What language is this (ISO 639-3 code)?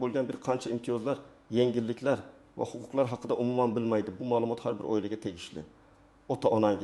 uzb